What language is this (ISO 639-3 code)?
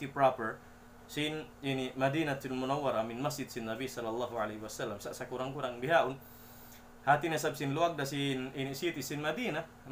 tsg